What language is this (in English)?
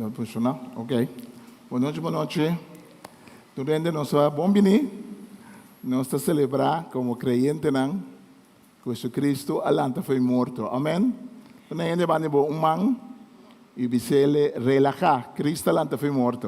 Papiamento